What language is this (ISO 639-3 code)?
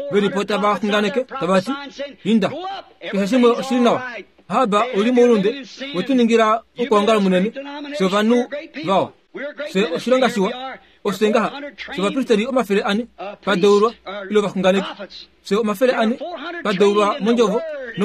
kua